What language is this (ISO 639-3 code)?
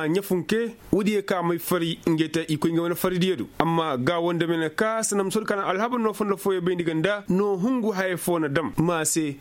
ses